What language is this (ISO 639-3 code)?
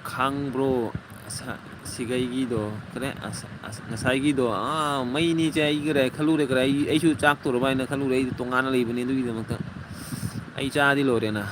mni